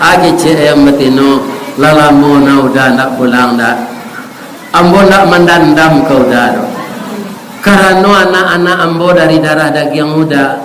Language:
Minangkabau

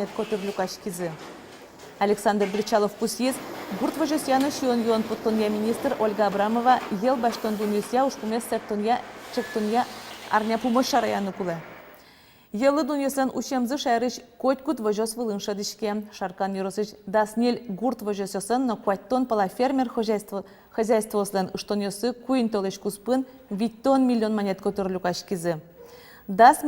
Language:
Udmurt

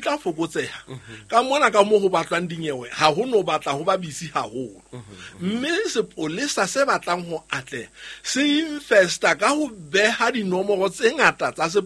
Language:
Southern Sotho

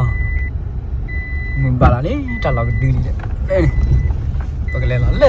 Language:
S'gaw Karen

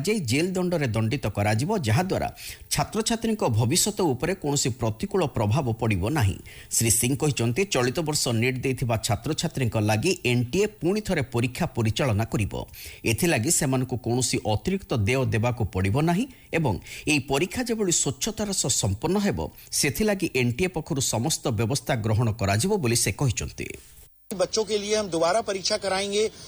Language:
Odia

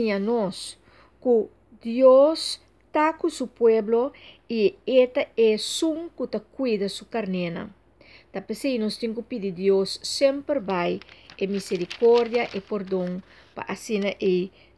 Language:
Papiamento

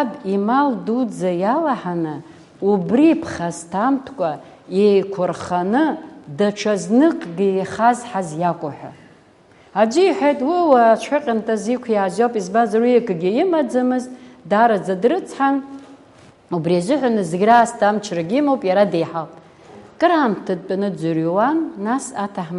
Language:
Abkhazian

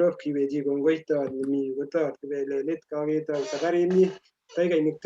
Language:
Kalenjin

